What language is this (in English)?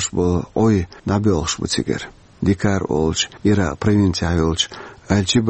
Chechen